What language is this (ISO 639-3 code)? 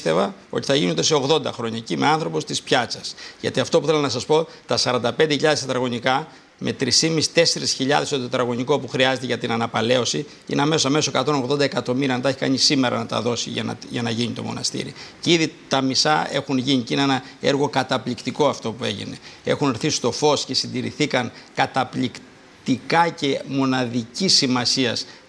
ell